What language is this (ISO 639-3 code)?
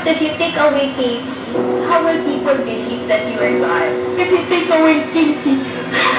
war